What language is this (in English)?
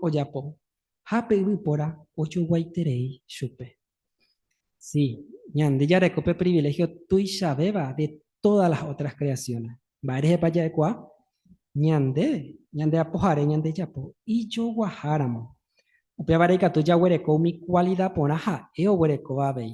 Guarani